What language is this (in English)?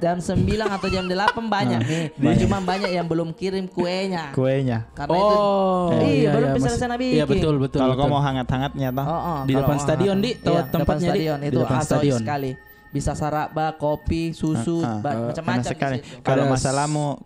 Makassar Malay